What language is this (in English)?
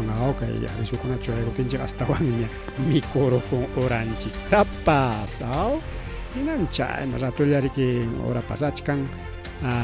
Ayacucho Quechua